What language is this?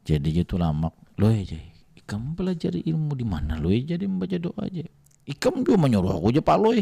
Banjar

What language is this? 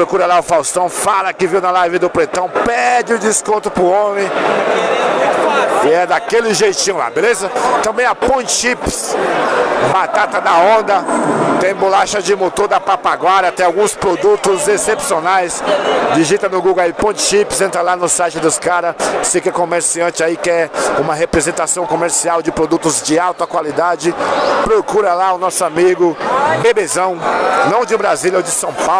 Portuguese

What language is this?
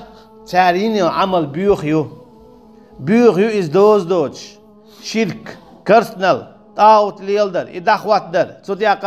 Chechen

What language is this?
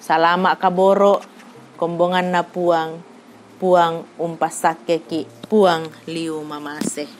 Toraja-Sa'dan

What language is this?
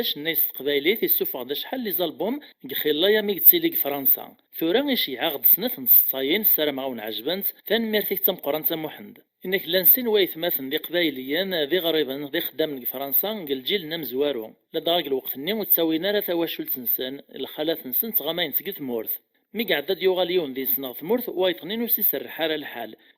Kabyle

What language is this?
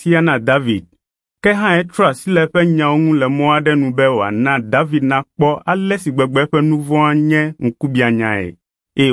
Ewe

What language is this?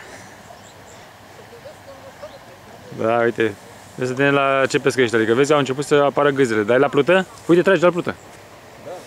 Romanian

